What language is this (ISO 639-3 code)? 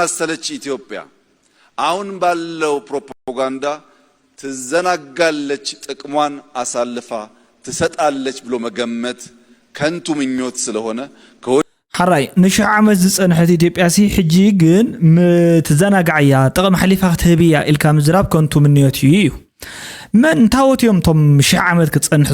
tir